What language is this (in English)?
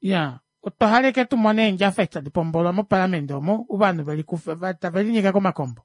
Kuanyama